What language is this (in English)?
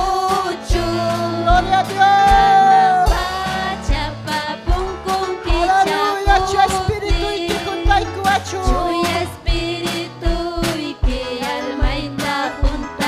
Ayacucho Quechua